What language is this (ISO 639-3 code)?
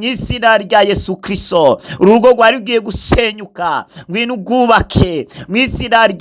run